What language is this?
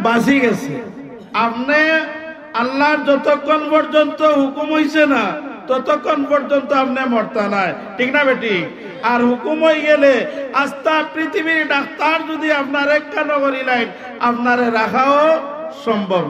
Sylheti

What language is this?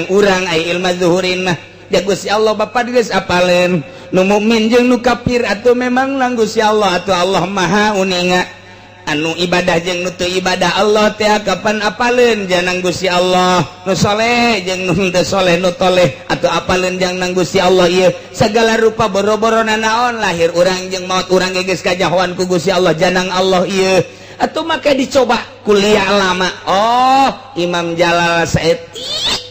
Sundanese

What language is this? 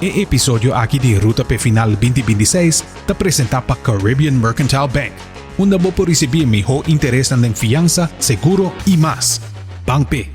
Papiamento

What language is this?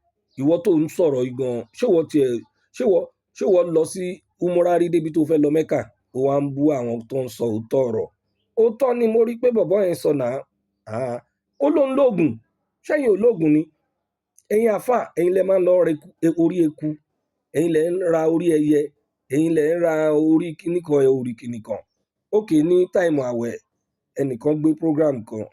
Yoruba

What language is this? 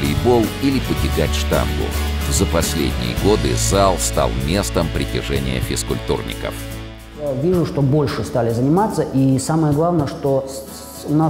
Russian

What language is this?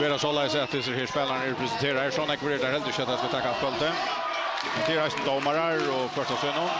Faroese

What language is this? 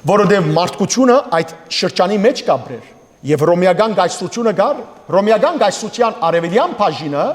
Western Armenian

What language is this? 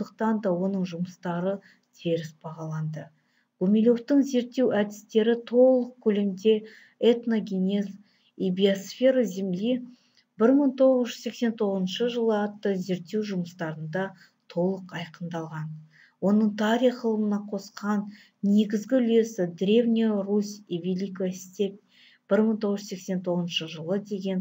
Kazakh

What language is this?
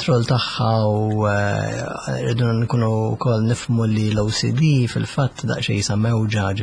Maltese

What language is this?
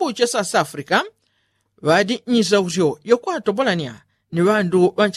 Yao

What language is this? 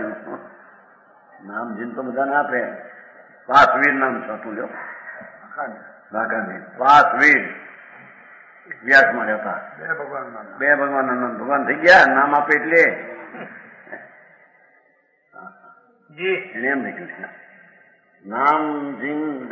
Gujarati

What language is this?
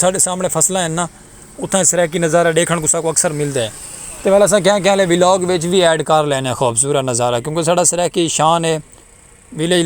Saraiki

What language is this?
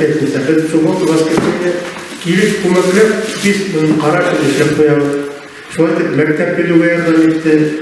Bashkir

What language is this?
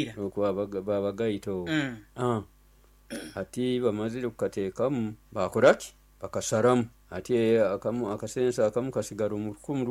Nyoro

